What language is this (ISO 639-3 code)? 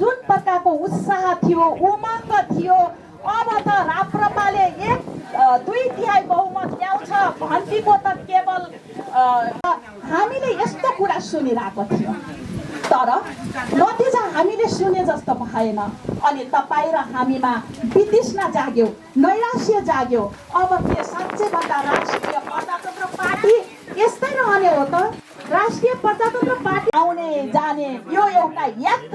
nep